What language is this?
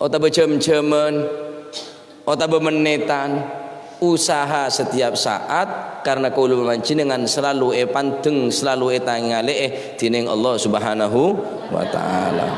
Madurese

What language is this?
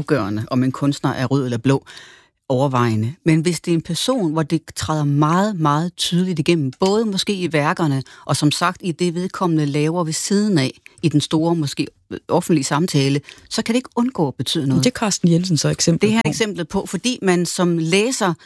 Danish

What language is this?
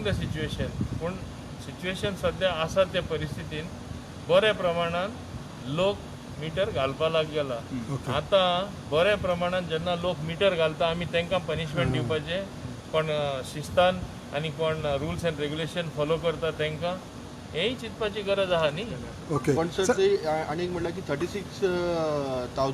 Konkani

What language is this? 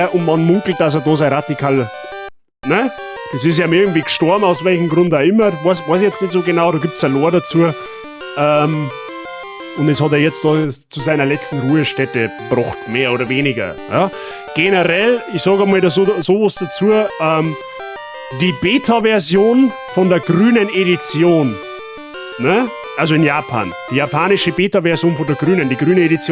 Bavarian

